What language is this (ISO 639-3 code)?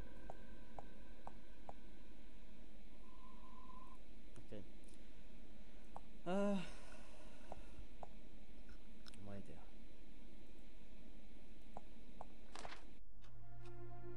est